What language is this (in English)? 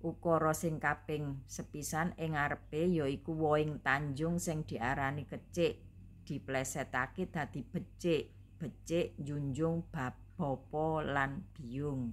Javanese